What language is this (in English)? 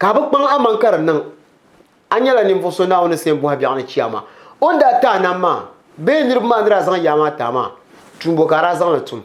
Dagbani